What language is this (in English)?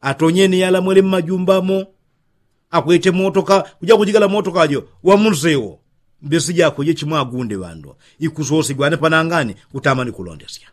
Yao